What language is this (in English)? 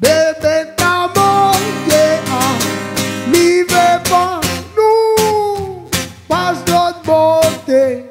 Réunion Creole French